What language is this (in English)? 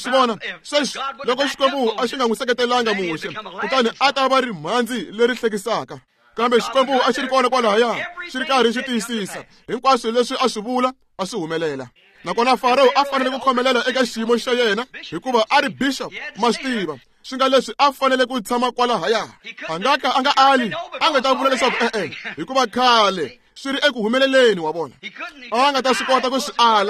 Tsonga